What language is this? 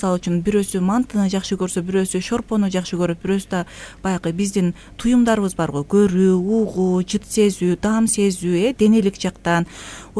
Kyrgyz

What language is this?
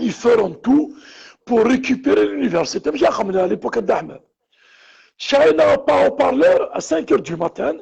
Kabyle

